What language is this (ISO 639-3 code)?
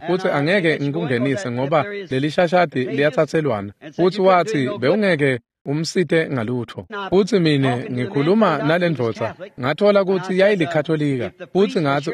ssw